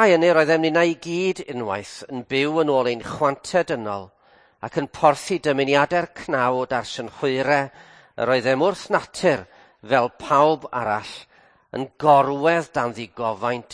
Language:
Welsh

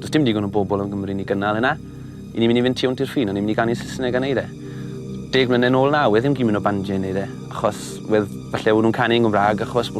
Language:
Welsh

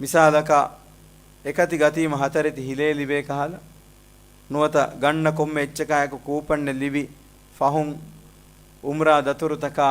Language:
Divehi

